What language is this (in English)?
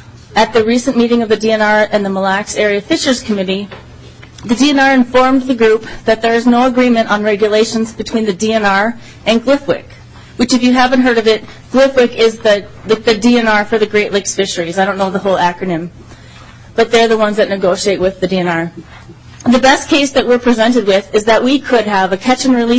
English